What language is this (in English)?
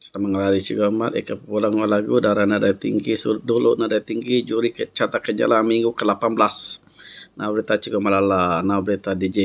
Iban